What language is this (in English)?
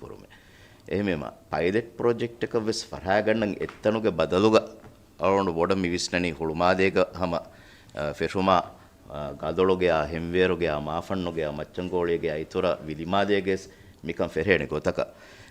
Divehi